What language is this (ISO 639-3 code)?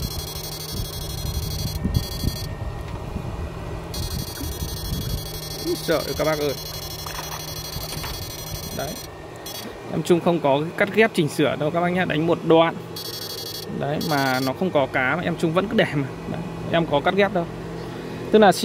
vie